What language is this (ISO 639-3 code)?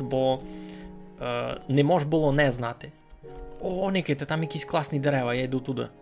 rue